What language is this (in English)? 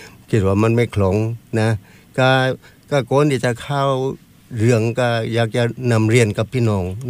Thai